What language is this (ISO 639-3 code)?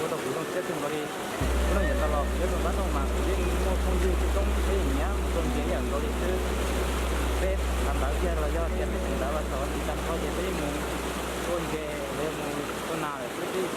hmn